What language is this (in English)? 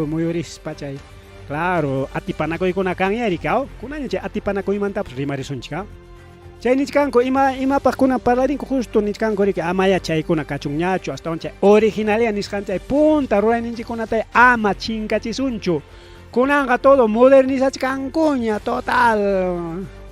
Ayacucho Quechua